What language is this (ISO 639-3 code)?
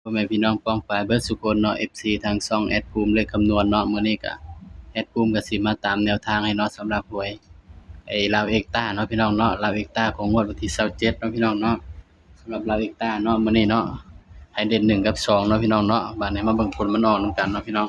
tts